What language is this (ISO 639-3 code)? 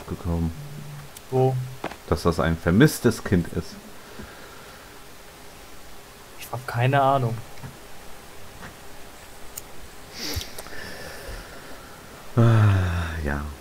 deu